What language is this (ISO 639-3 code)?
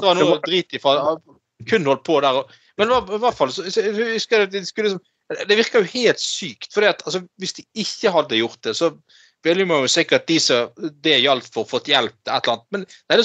nor